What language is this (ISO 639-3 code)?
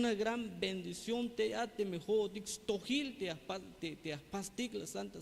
tzh